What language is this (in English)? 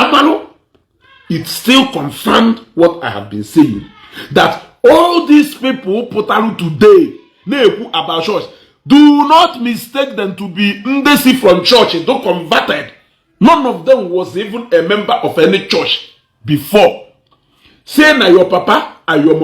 Igbo